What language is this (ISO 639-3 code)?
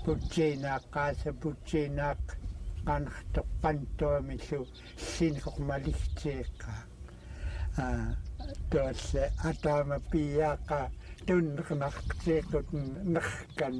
esu